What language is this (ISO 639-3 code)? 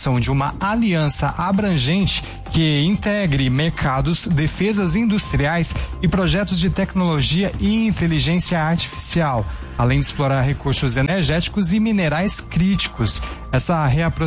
por